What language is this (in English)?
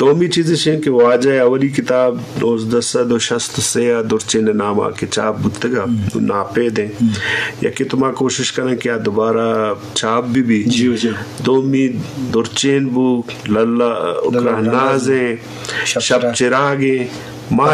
Eastern Balochi